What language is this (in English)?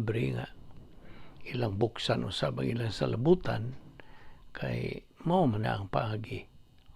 Cebuano